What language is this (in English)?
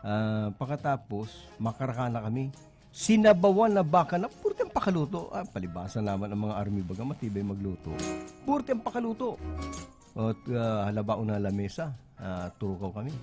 Bikol